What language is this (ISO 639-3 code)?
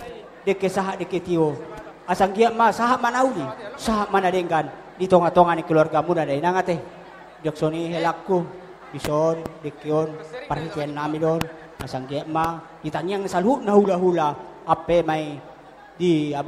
bbc